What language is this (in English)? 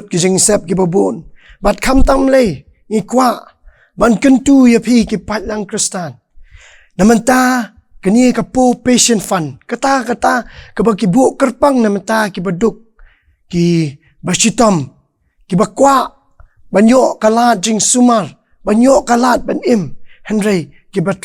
Khasi